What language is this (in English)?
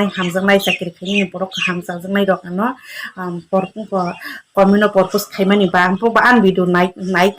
Kok Borok